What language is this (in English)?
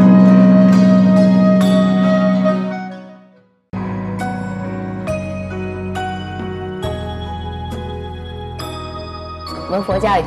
Chinese